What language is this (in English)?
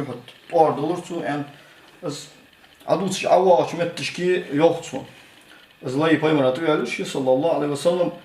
Ingush